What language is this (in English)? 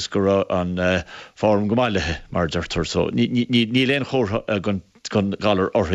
Irish